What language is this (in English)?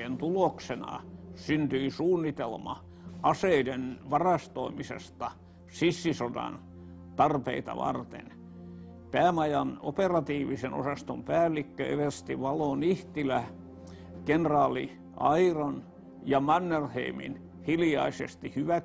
Finnish